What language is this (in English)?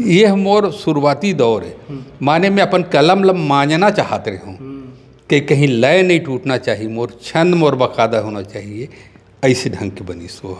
Chhattisgarhi